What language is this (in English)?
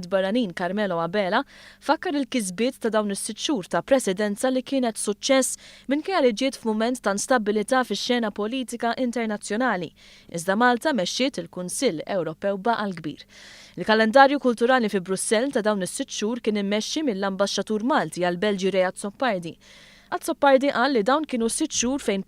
Maltese